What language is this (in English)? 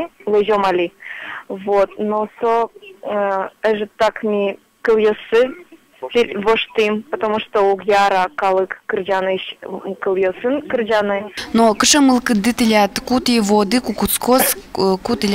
Udmurt